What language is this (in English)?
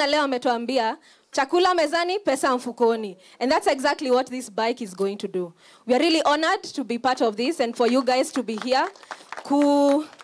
Kamba